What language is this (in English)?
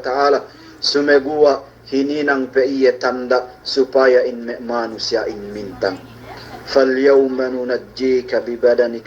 Yakan